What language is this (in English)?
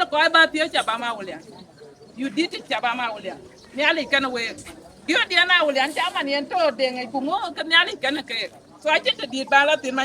Dinka